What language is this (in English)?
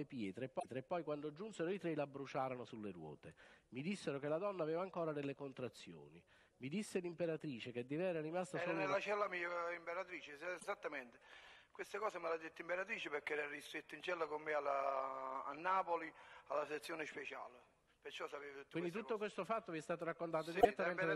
Italian